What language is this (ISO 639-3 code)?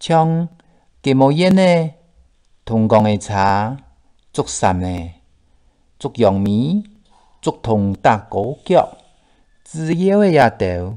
hak